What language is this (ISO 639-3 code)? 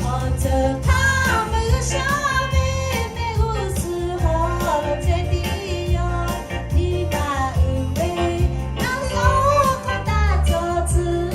lhu